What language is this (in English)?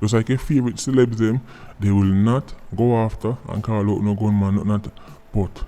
Jamaican Creole English